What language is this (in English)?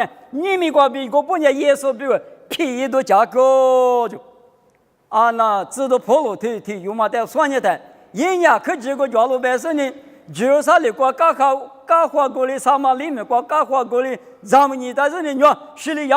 Lisu